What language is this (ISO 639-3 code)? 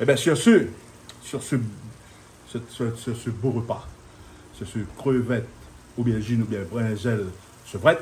rcf